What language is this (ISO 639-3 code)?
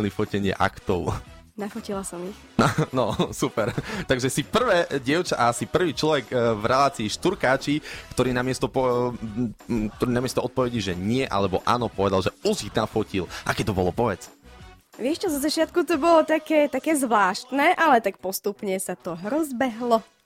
slk